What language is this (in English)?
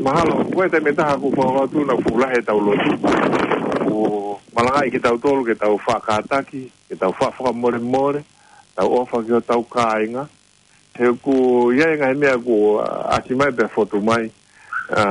Tongan